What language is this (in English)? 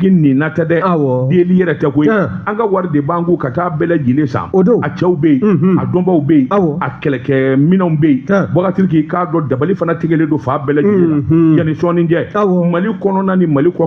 Bambara